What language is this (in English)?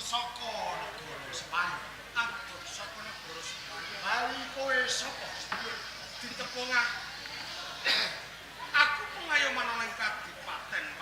Javanese